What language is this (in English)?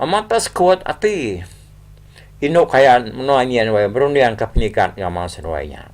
Iban